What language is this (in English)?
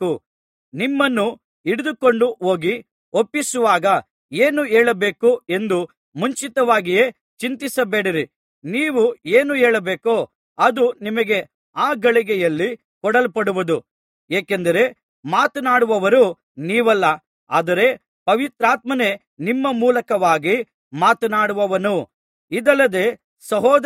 Kannada